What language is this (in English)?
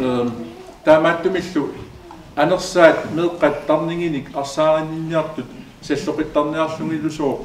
Kalaallisut